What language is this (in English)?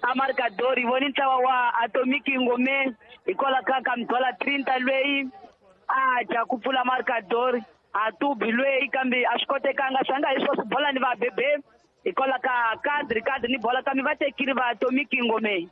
Tsonga